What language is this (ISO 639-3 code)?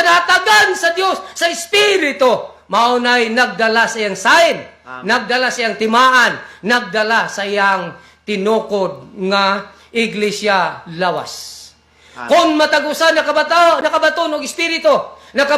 ceb